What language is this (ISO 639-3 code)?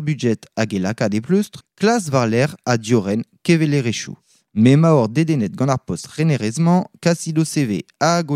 bre